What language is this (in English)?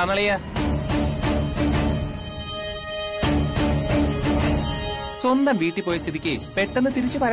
Malayalam